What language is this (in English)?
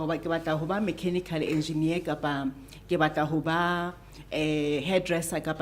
Southern Sotho